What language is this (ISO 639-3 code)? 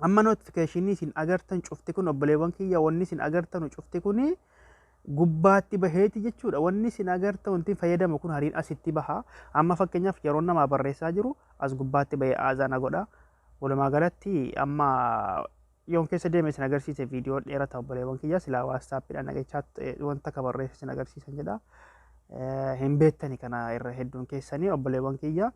orm